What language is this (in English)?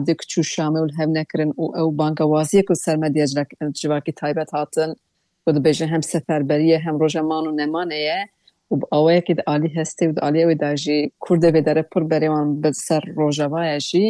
Kurdish